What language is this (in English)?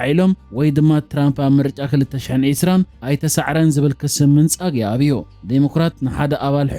Tigrinya